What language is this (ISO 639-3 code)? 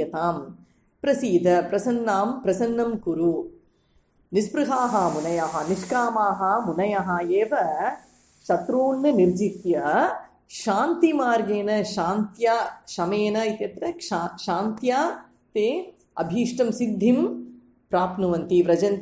san